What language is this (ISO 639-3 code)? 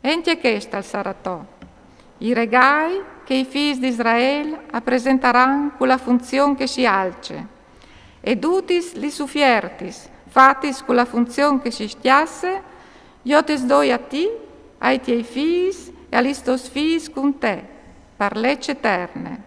fur